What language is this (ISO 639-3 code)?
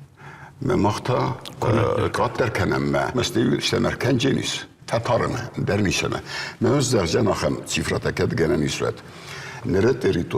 oss